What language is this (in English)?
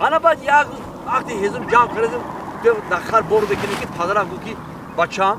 Tajik